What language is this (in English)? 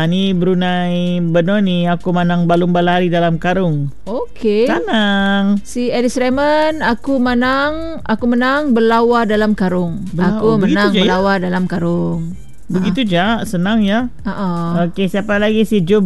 Malay